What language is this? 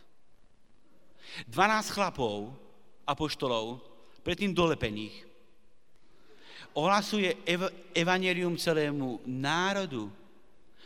Slovak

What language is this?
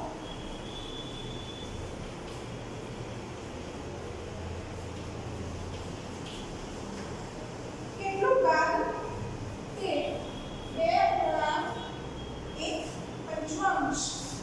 Gujarati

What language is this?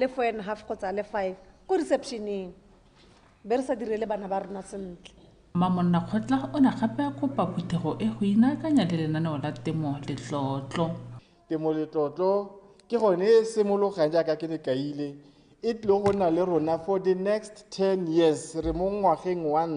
Tswana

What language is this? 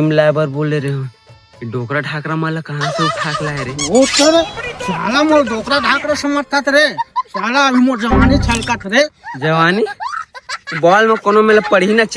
Chhattisgarhi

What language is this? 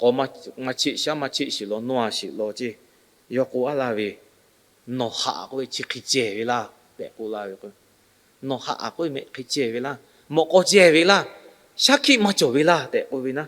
Lahu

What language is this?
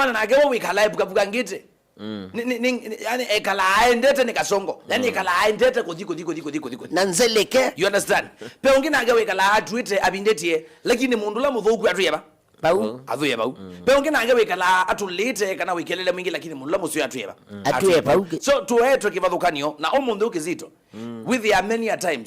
Kamba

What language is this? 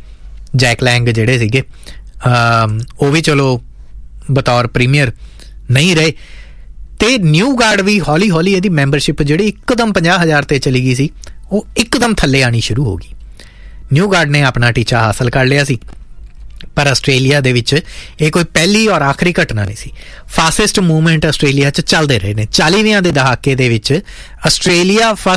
Punjabi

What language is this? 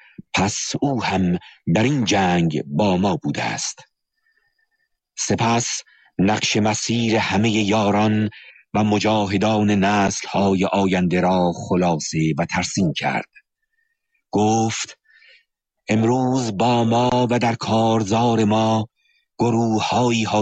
Persian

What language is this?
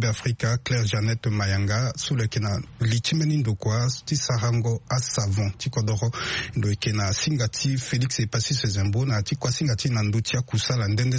Sango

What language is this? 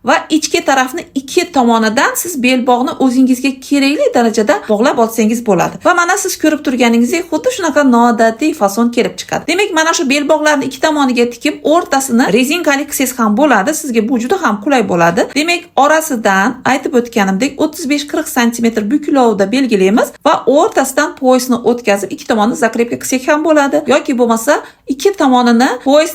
Uzbek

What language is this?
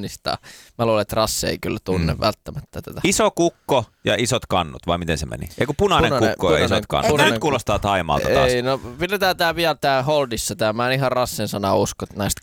Finnish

